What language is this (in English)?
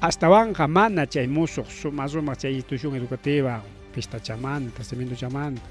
Ayacucho Quechua